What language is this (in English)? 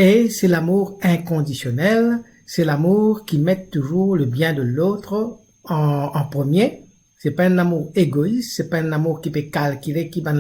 Morisyen